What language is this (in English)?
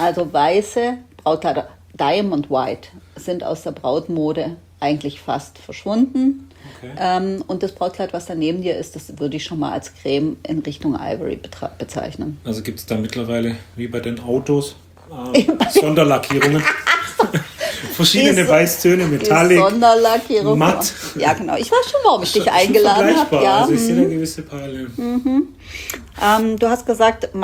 German